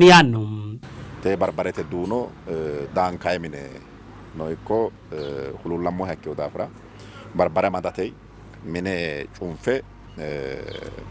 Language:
Sidamo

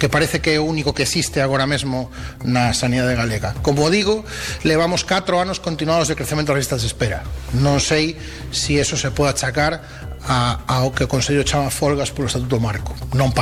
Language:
Galician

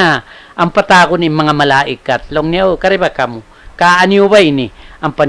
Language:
Tausug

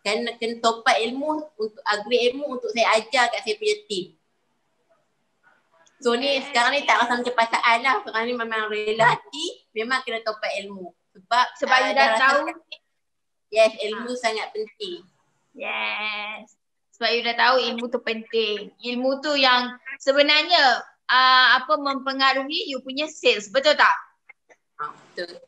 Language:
Malay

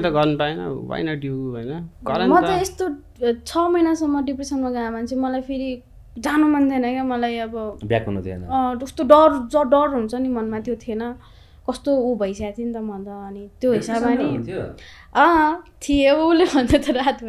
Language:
Nepali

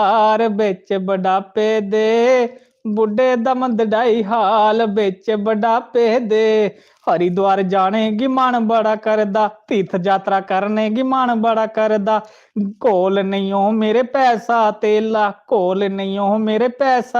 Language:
Dogri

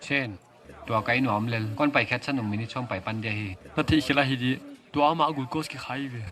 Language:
Paite Chin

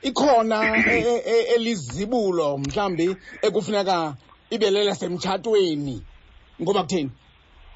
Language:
Xhosa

